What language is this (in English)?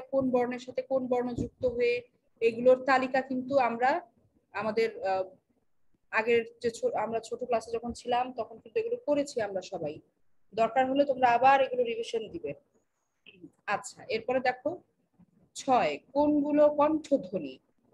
Bangla